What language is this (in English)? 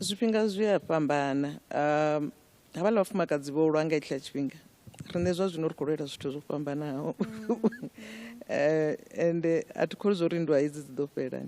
Venda